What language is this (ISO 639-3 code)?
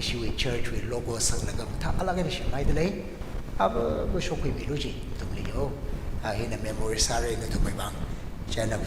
nmf